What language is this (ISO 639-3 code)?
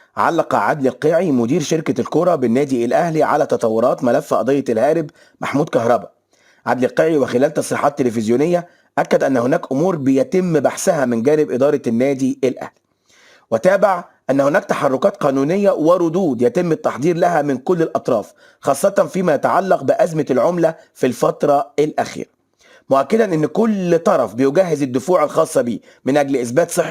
arz